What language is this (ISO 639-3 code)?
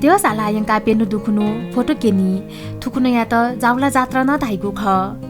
new